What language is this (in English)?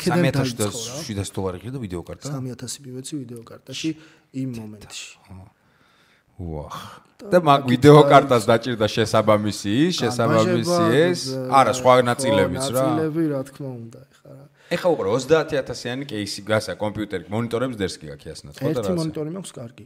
Georgian